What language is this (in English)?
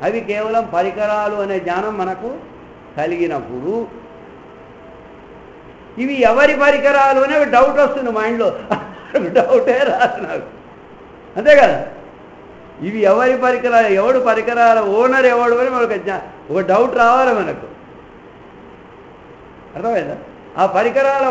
Telugu